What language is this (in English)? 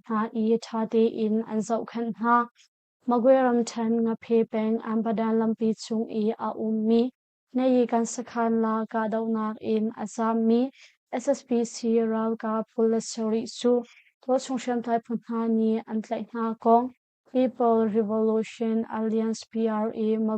Hakha Chin